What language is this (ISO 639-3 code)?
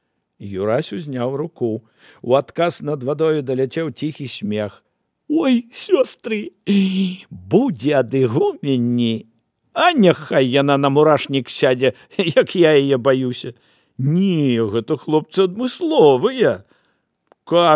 bel